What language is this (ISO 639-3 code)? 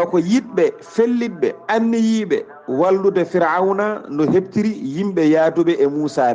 ful